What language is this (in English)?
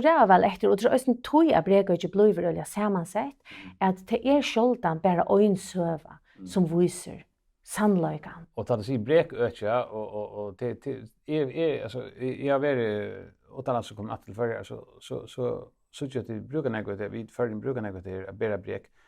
Faroese